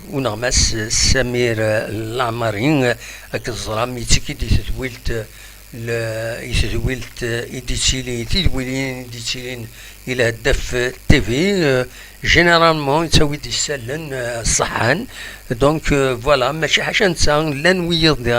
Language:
Kabyle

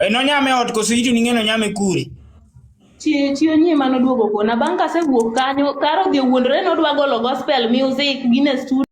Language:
Luo (Kenya and Tanzania)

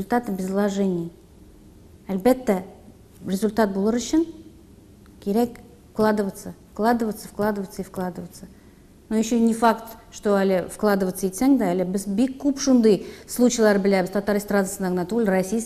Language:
Tatar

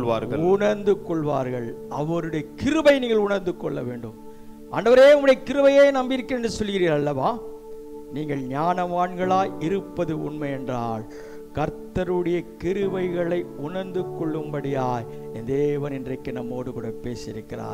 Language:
Tamil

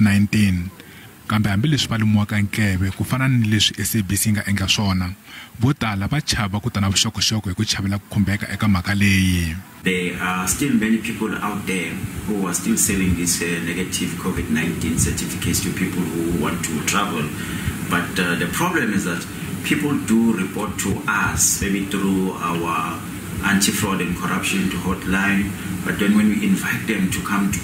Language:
Tsonga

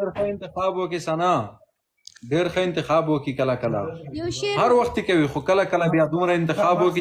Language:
Pashto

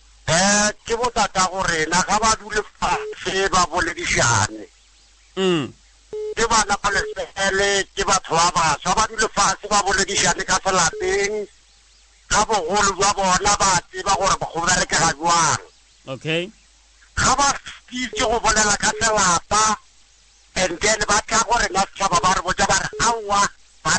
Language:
Northern Sotho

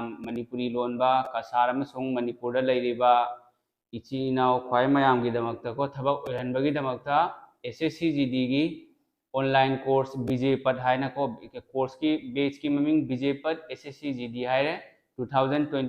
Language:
Manipuri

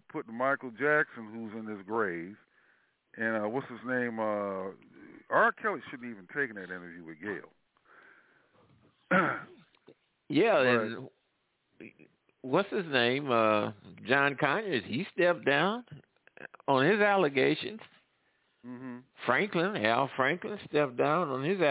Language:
English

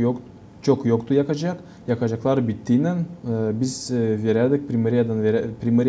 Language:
Gagauz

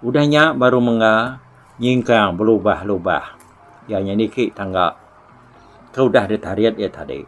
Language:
Iban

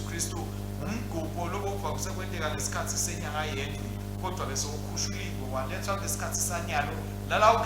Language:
Swati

